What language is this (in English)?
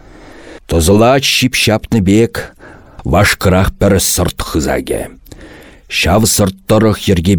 Chuvash